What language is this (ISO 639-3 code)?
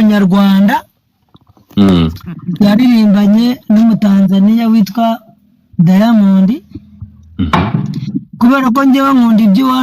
kin